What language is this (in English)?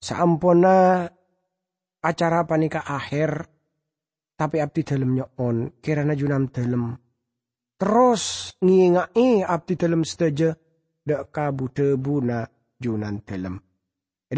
Madurese